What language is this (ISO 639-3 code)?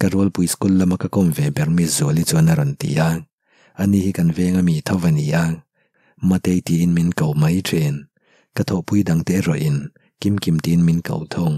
lus